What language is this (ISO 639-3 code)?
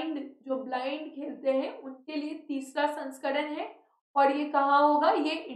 hin